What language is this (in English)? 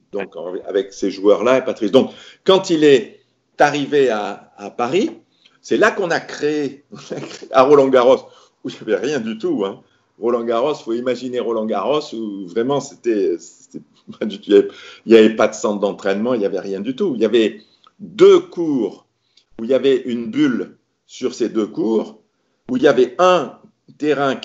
French